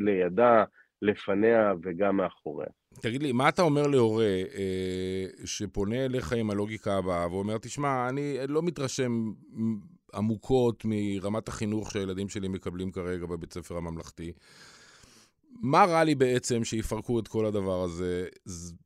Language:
Hebrew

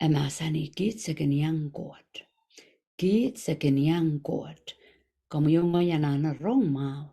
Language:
Pohnpeian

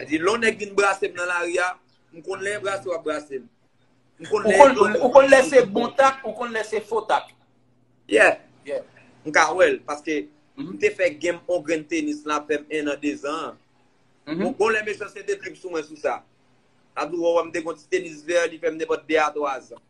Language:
Haitian Creole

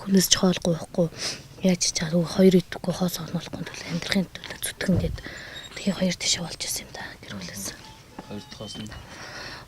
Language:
Mongolian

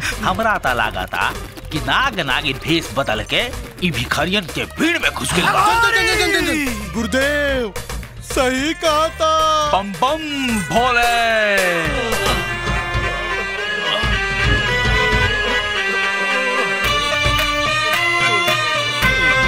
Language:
Bhojpuri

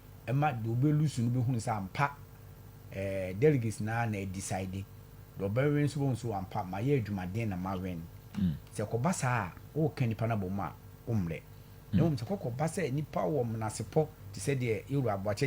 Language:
Akan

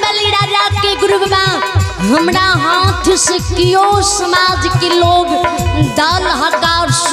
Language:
Maithili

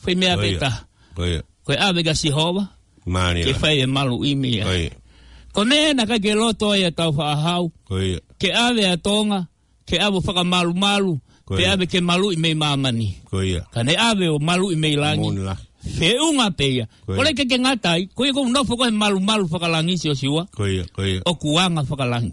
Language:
Tongan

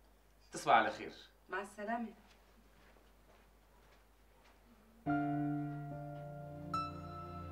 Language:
Arabic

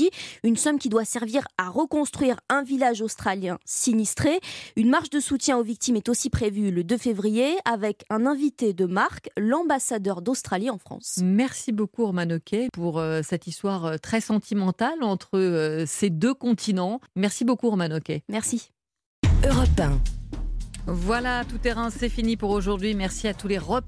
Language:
French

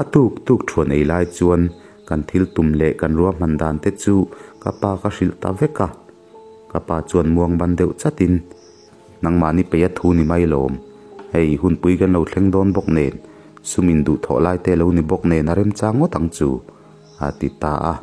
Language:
Mizo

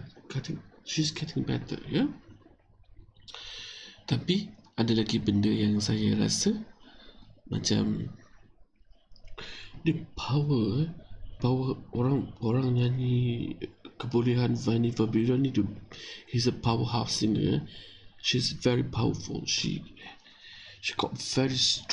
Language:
Malay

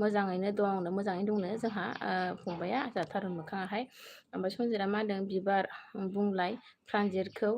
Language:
Bodo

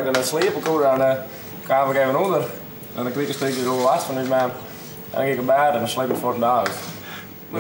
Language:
Western Frisian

